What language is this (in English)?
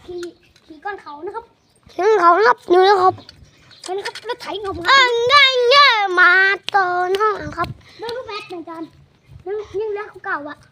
Northeastern Thai